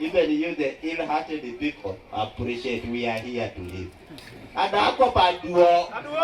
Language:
Teso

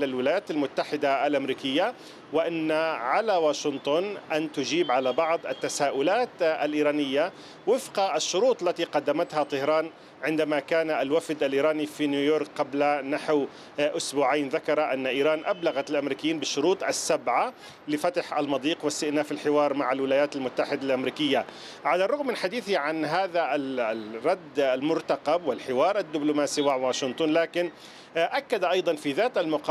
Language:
Arabic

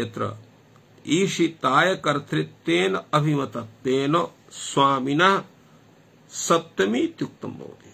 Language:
Sanskrit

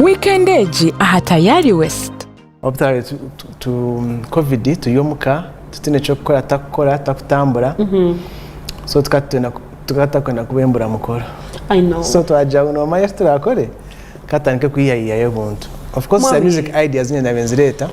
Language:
Tooro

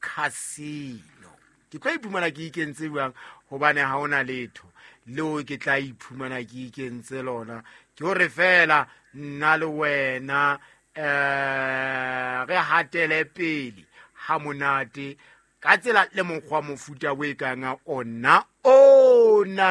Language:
Southern Sotho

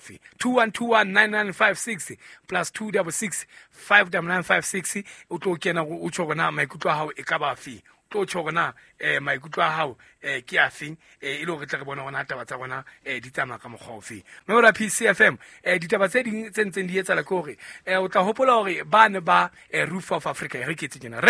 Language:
Southern Sotho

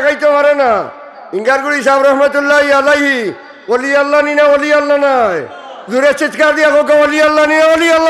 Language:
Sylheti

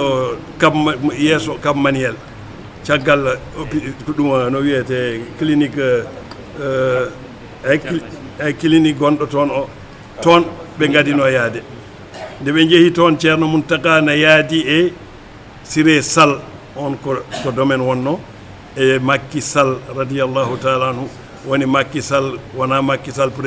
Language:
Fula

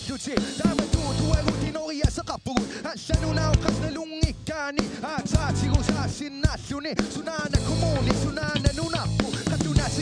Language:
Kalaallisut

